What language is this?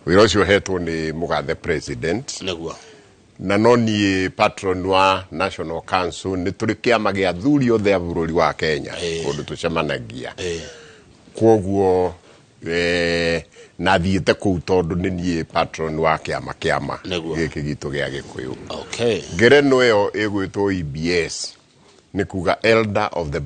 Kikuyu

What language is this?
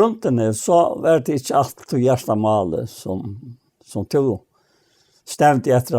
Faroese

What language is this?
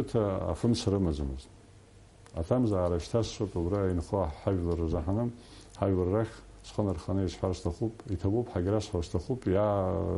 Abkhazian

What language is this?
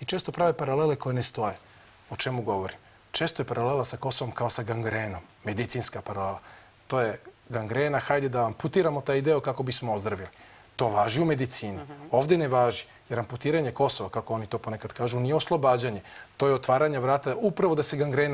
Serbian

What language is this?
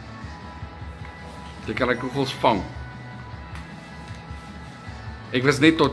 Afrikaans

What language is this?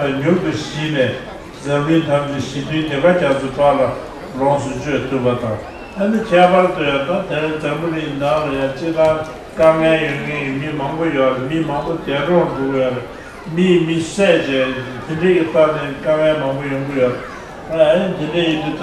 Tibetan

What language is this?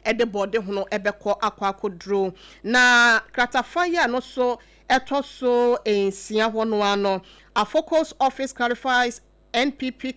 Akan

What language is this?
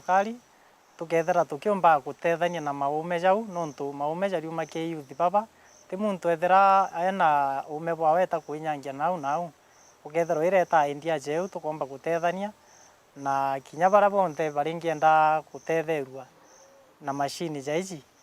Meru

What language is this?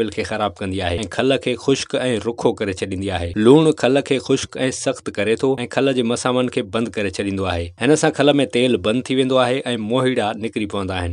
Sindhi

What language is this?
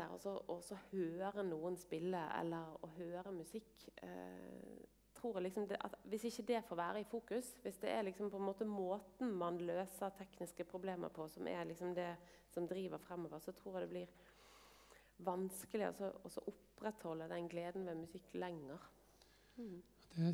Norwegian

